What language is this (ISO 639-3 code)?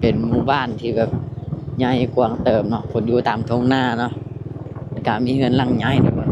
lao